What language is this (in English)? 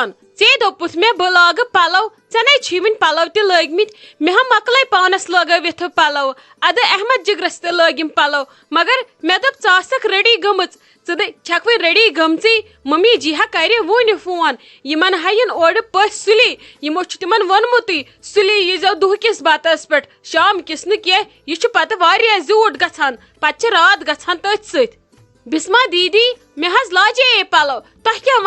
Kashmiri